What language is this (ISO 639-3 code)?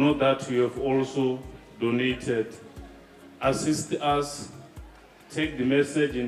tsn